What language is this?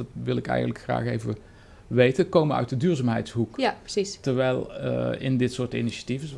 Dutch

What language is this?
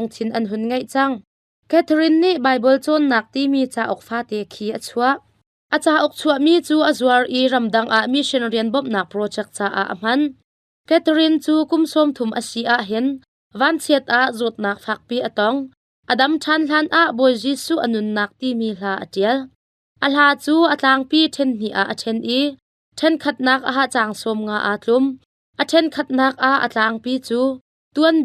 Hakha Chin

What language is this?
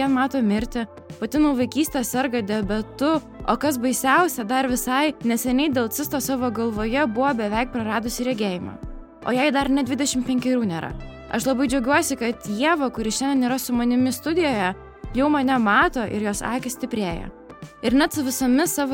Lithuanian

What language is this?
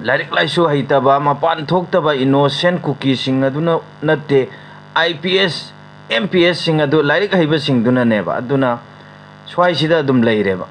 Manipuri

